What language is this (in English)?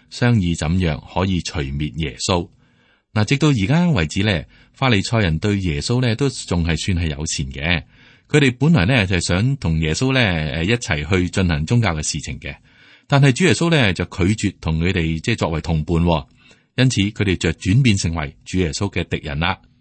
Cantonese